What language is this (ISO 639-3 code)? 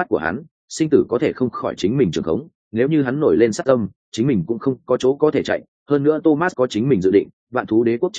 vie